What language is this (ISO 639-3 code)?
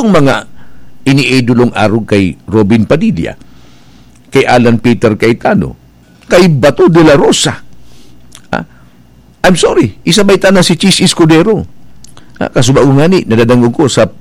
bik